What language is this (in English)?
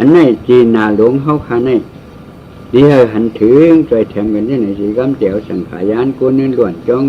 Shan